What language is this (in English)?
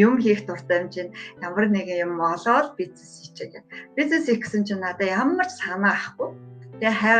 Mongolian